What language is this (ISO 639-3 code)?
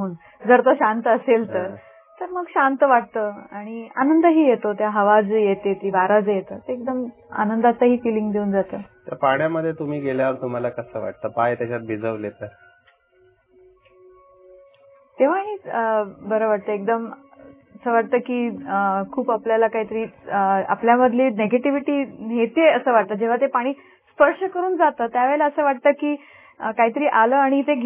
mar